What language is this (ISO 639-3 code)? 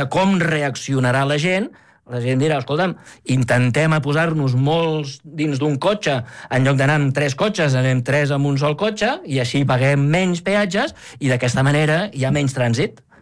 cat